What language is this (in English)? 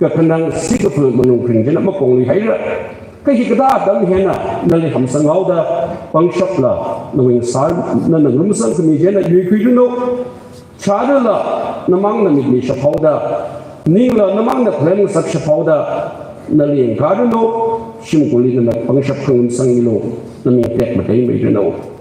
Tangkhul Naga (India)